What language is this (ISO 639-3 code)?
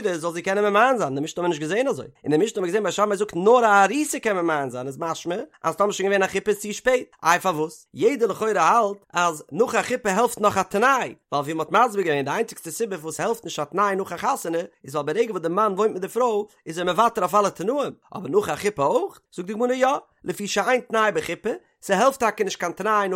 yid